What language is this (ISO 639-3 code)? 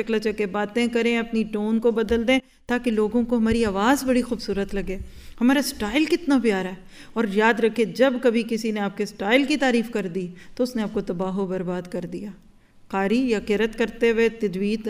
urd